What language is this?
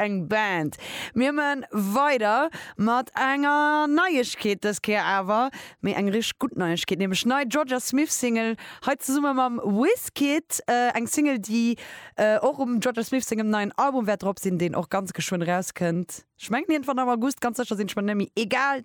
Luxembourgish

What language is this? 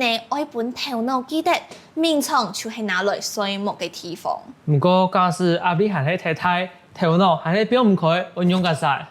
Hakka Chinese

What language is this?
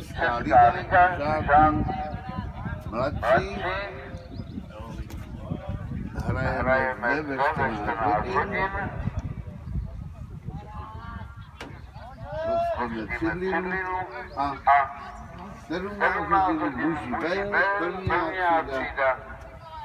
Czech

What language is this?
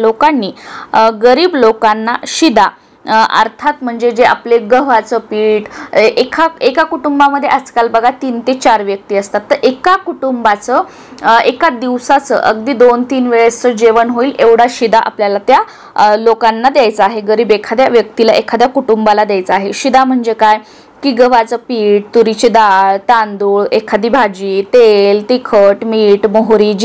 Marathi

